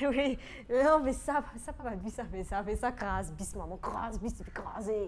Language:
Morisyen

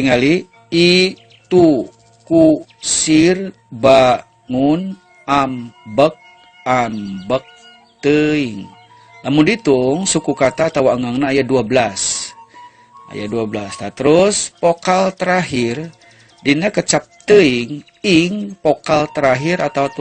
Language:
Sundanese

